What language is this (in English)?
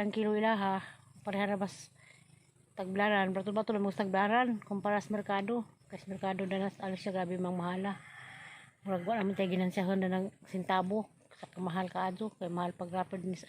Cebuano